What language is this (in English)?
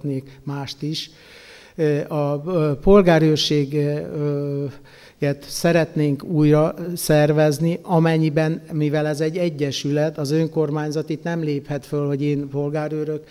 Hungarian